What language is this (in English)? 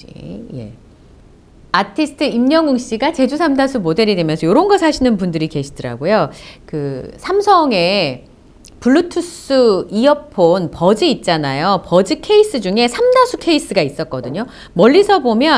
Korean